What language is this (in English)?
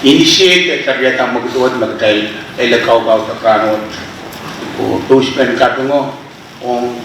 Pohnpeian